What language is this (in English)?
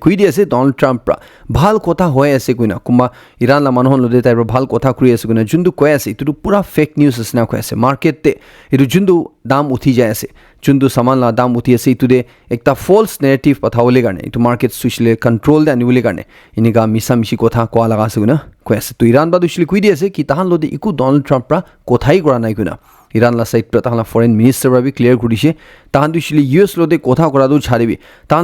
Naga Pidgin